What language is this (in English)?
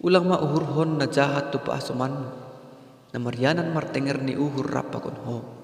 Batak Simalungun